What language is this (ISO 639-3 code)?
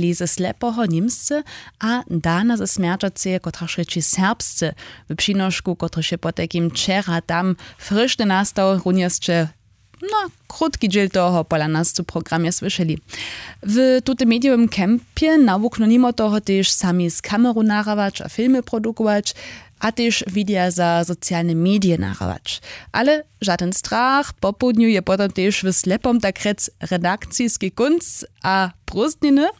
hsb